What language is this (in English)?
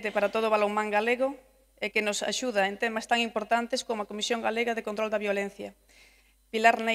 Galician